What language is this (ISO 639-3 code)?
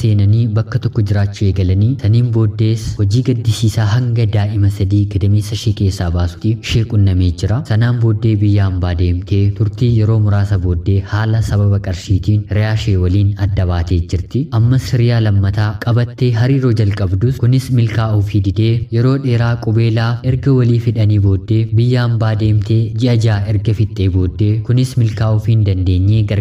orm